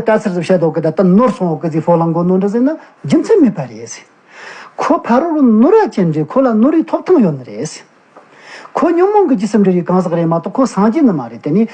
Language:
Tibetan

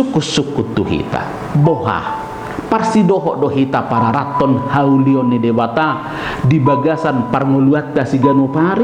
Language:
Batak Toba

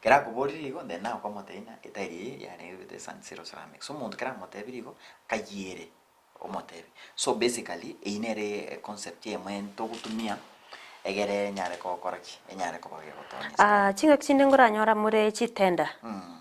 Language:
Gusii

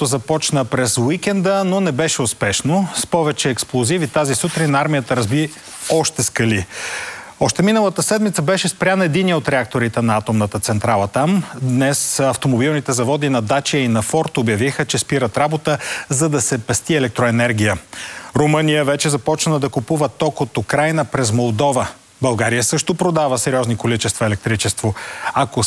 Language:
Bulgarian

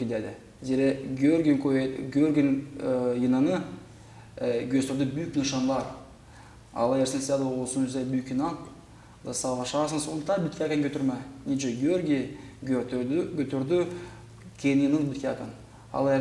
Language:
Gagauz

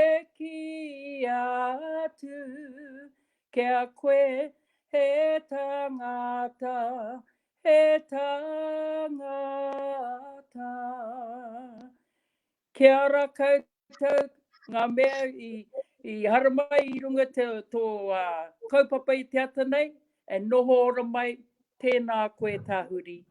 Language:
Māori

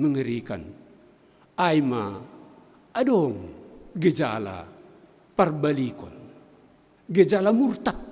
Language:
Batak Simalungun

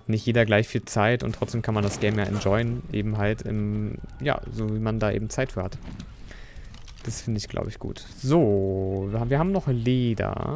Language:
German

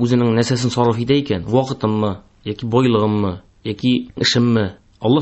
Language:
Tatar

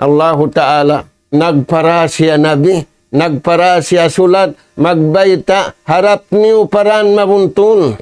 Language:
Tausug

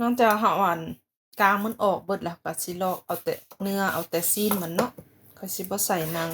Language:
Lao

